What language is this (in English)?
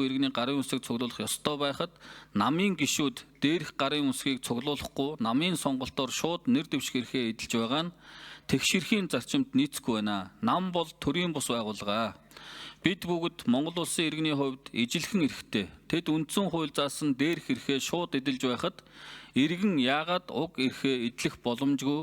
Mongolian